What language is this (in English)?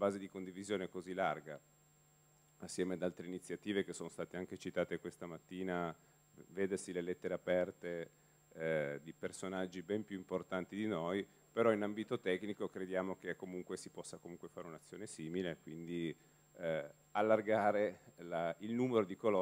Italian